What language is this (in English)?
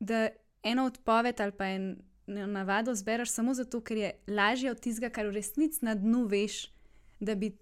Slovenian